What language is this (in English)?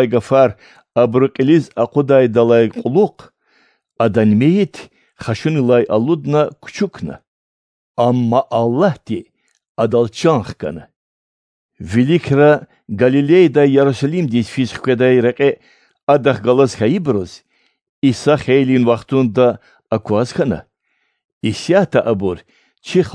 Lezghian